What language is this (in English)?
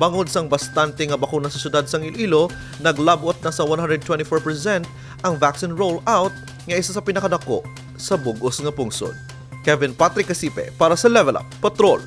Hiligaynon